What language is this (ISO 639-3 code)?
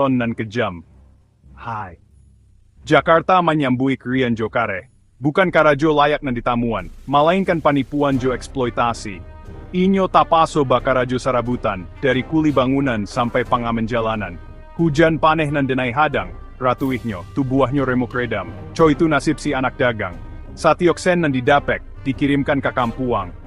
min